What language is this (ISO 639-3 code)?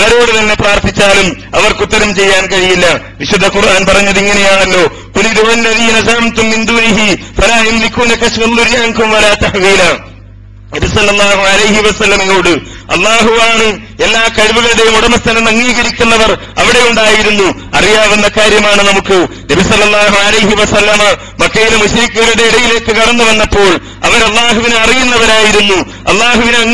mal